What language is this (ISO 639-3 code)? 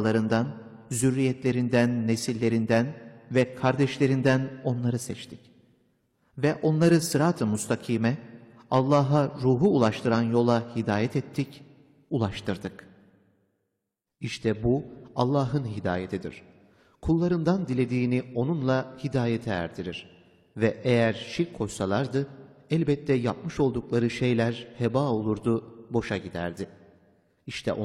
tur